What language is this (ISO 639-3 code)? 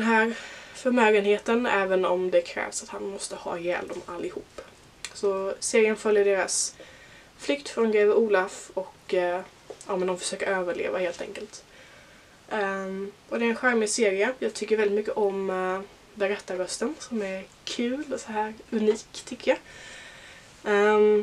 swe